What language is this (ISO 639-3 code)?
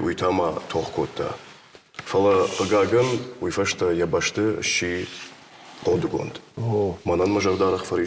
oss